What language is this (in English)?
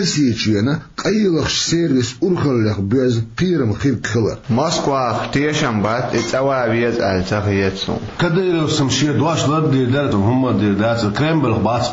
Chechen